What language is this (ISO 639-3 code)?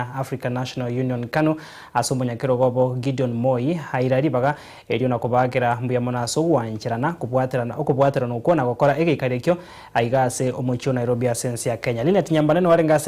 guz